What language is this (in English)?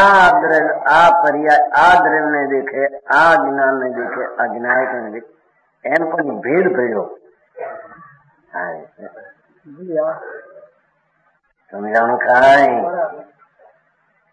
Gujarati